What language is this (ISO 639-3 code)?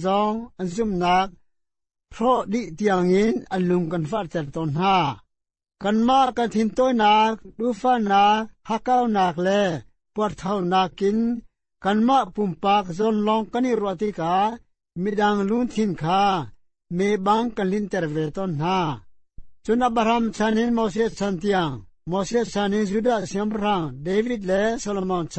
cnh